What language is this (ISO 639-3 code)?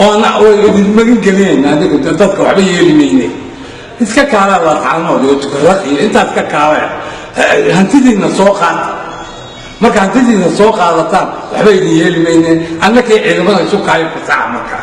som